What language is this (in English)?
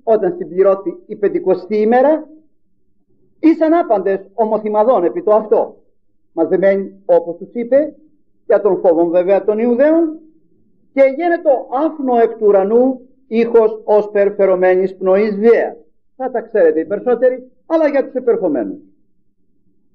Greek